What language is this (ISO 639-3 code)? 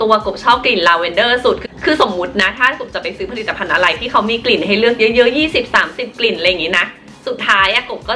tha